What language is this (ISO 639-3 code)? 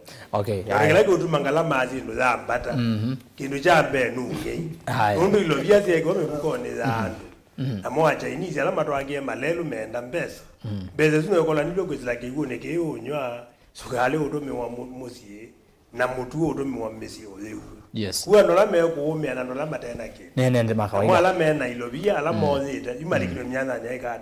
kam